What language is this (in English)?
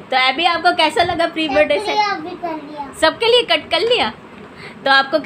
Hindi